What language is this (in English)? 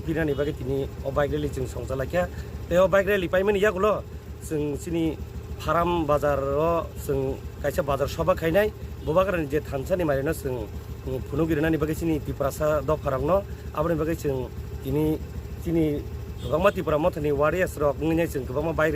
Kok Borok